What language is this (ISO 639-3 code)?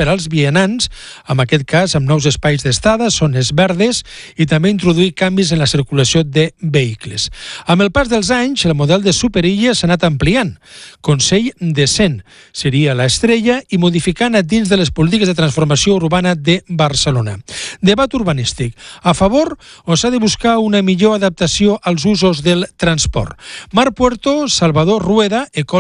cat